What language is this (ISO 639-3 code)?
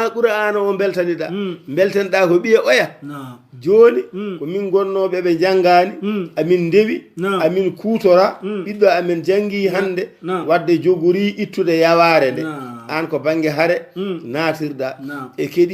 ful